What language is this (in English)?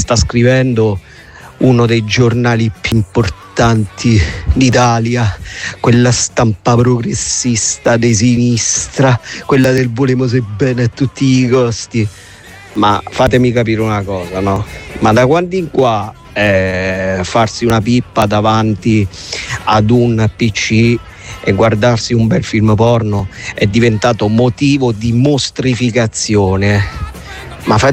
Italian